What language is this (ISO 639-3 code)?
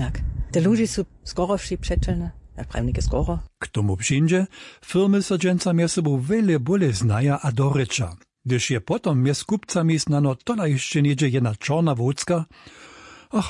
hsb